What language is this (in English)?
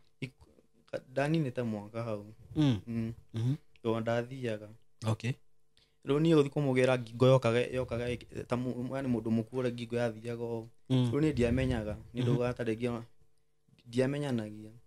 Kikuyu